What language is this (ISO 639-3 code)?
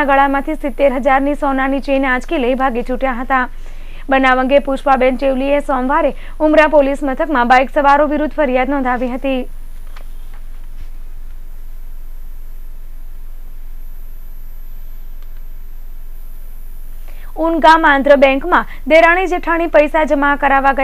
guj